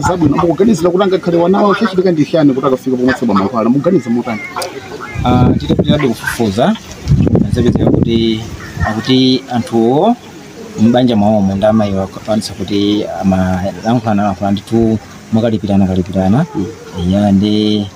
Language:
Nyanja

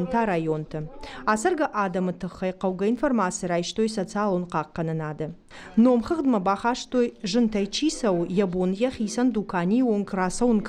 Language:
Ossetic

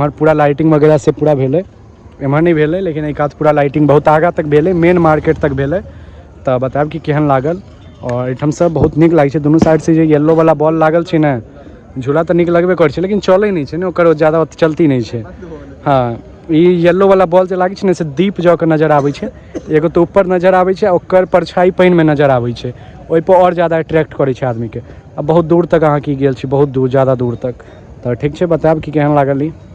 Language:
Maithili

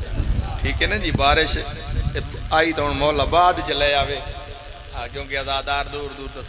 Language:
Pahari-Potwari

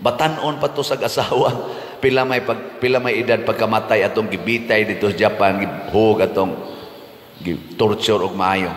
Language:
Cebuano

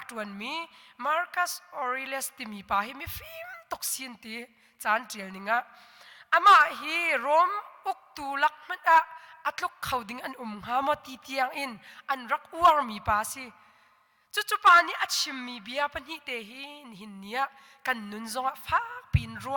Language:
Hakha Chin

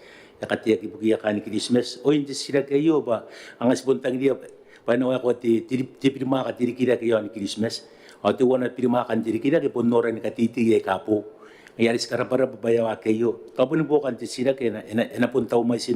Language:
Gilbertese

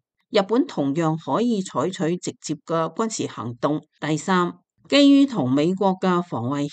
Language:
Cantonese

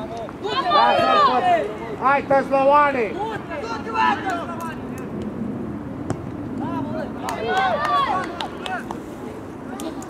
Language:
Romanian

